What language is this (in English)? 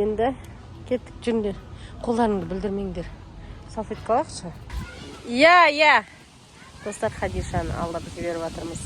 Kazakh